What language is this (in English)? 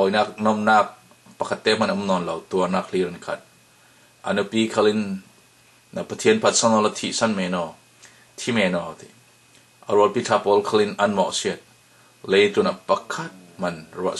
Falam Chin